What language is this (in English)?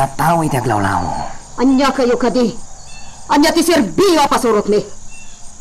Iloko